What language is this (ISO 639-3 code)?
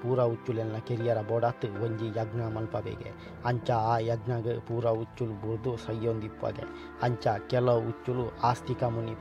tcy